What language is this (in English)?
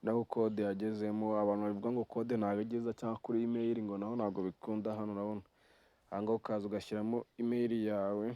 Kinyarwanda